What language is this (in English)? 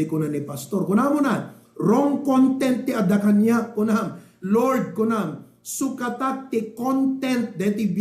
Iloko